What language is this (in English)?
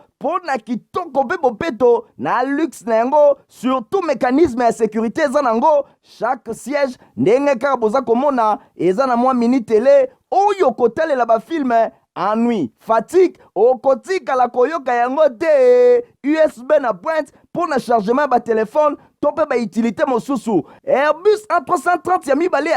Lingala